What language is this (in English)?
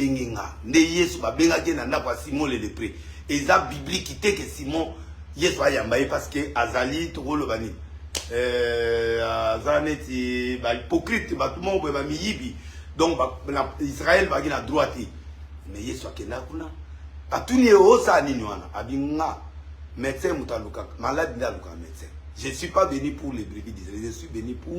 Lingala